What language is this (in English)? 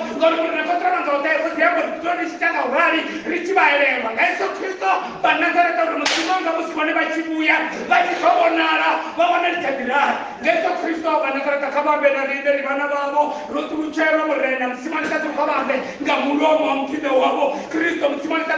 Venda